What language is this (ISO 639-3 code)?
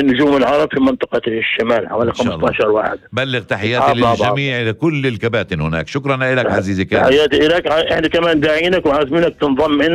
apc